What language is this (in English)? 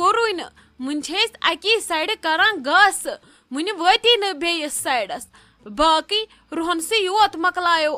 Kashmiri